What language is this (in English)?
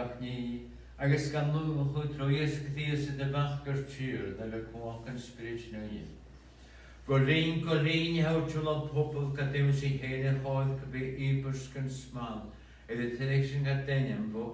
Scottish Gaelic